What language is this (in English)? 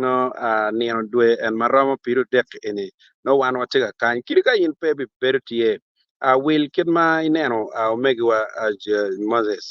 Acoli